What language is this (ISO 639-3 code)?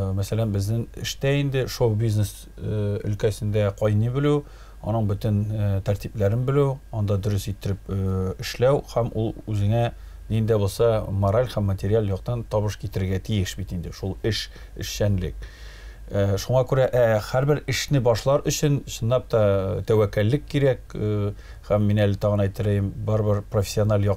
tat